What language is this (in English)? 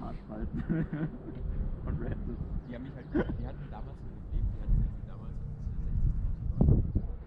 Bavarian